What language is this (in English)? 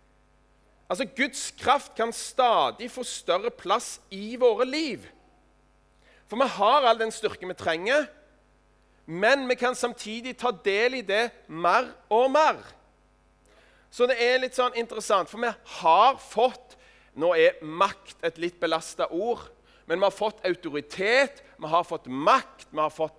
Norwegian